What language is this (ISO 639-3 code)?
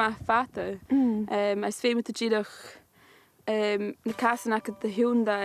gla